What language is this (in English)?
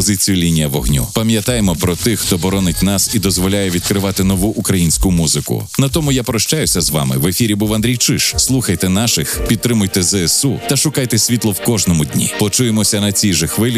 Ukrainian